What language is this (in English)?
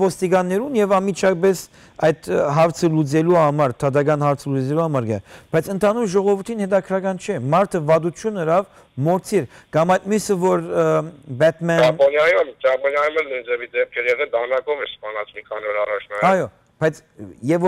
Western Armenian